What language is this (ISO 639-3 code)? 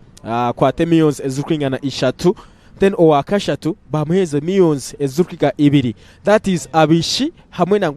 nyn